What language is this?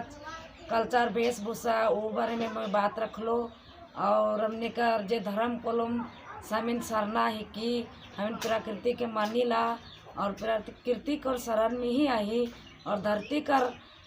Sadri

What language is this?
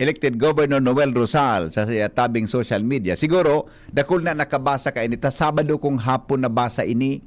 Bikol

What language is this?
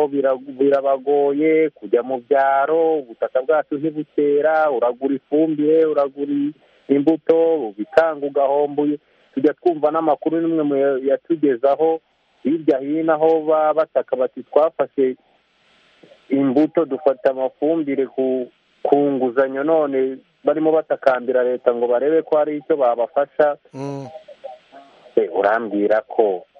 Kinyarwanda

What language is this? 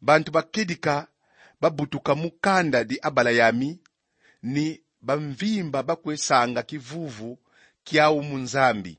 Kongo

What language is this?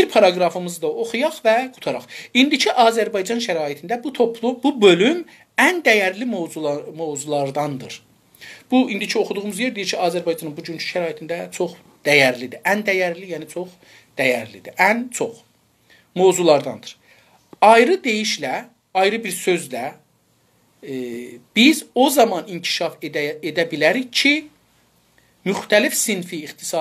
South Azerbaijani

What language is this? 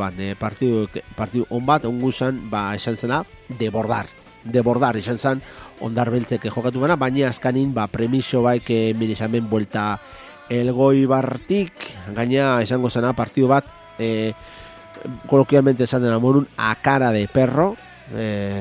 Basque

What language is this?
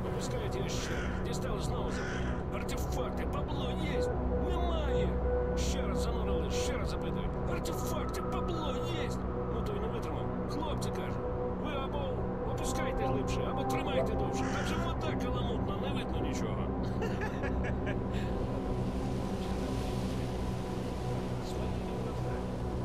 Ukrainian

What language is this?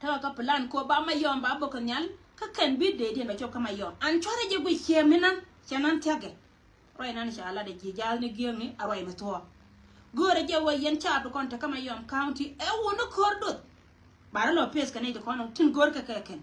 Nuer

